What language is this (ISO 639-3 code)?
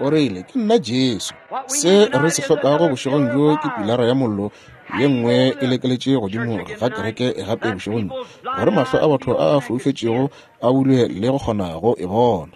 nso